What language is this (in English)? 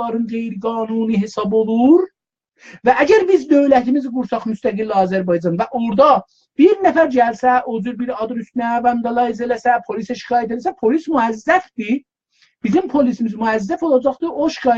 South Azerbaijani